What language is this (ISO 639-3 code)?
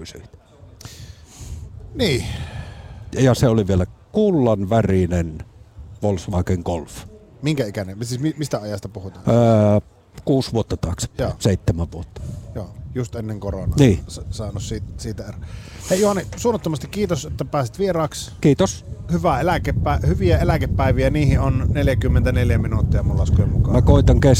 fin